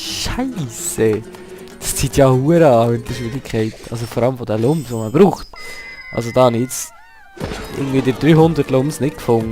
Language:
Swiss German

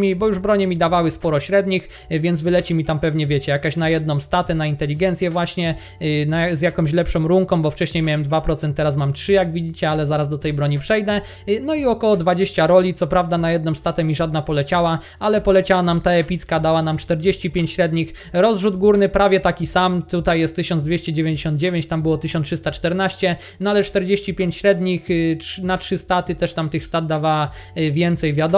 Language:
Polish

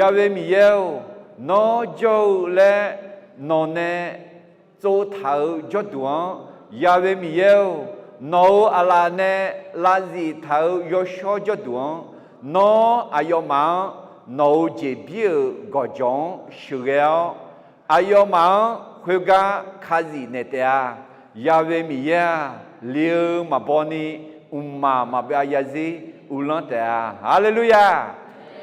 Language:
Akha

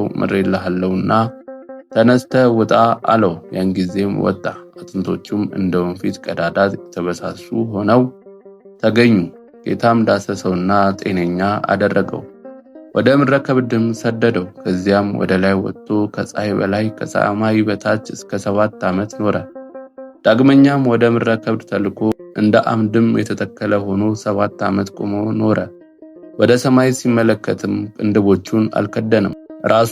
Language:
Amharic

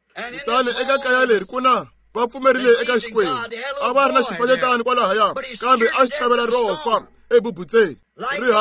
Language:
Tsonga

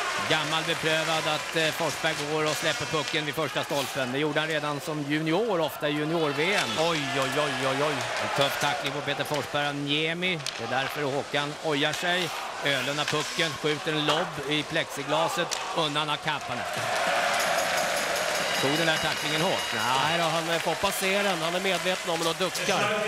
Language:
Swedish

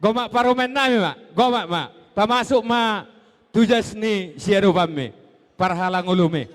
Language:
Batak Toba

